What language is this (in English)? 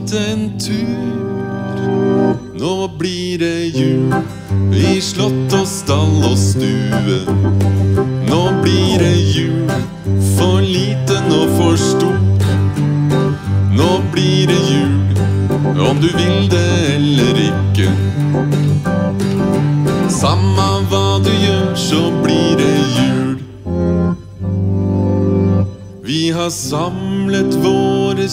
Norwegian